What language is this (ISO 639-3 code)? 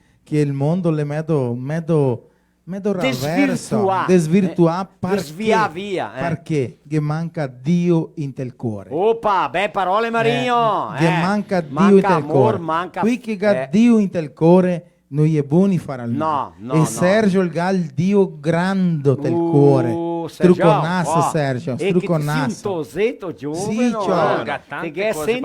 vec